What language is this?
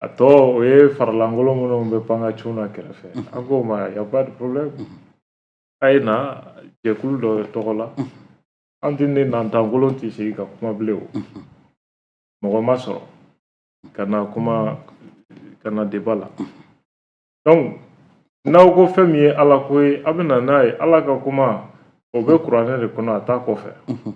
Bambara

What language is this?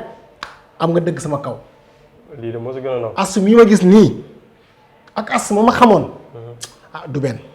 Wolof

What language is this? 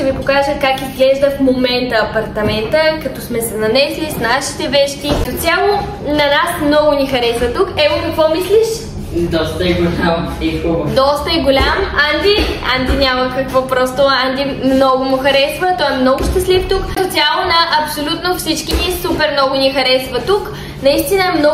Bulgarian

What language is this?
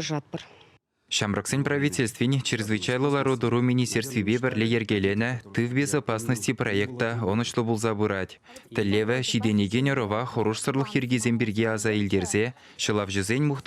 Chuvash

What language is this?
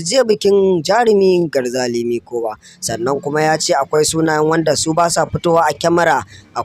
Hausa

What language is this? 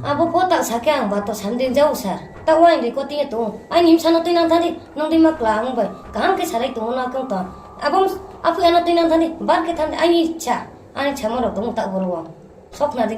Riang (India)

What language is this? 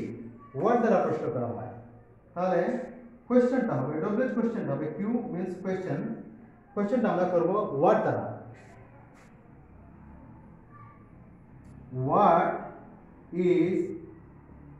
Bangla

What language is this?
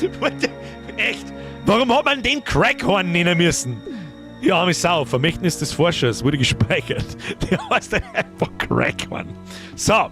Bavarian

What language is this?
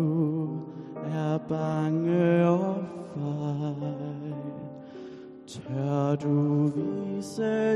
Danish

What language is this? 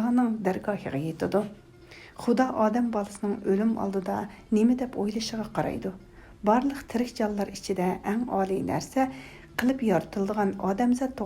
Uyghur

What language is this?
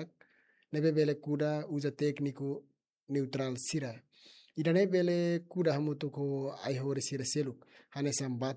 Tetum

